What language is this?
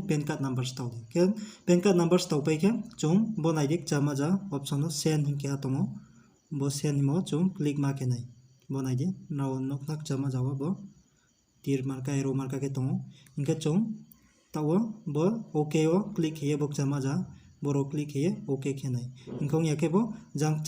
Riang (India)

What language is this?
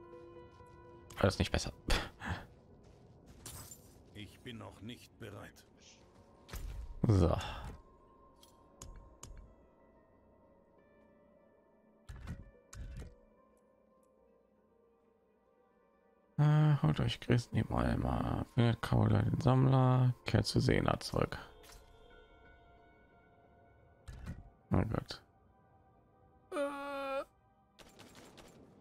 German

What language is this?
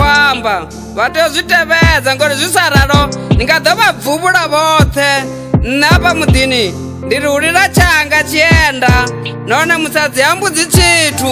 Venda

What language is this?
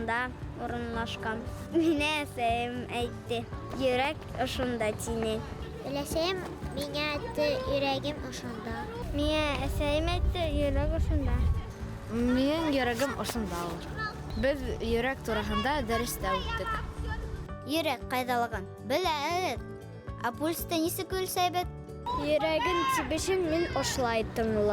Bashkir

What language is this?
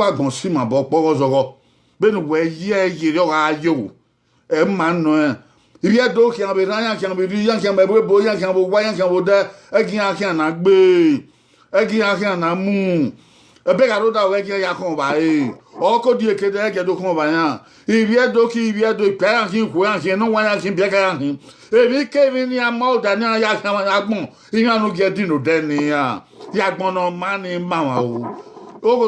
Bini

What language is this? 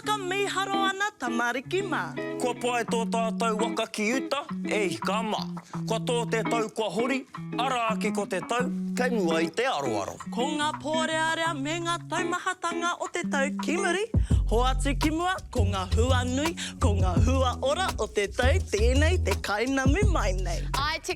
Māori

